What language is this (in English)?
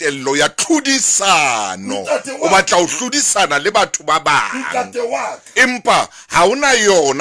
Southern Sotho